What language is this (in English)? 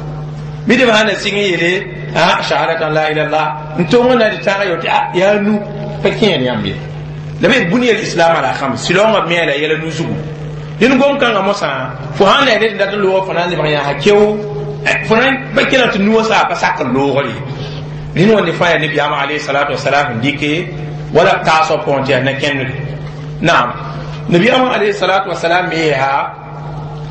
Mossi